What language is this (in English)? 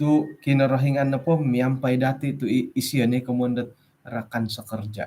Central Dusun